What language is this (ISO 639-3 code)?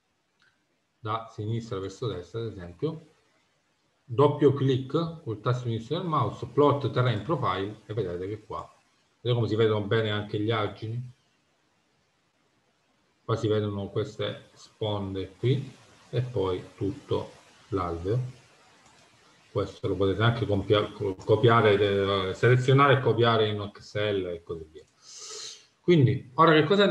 ita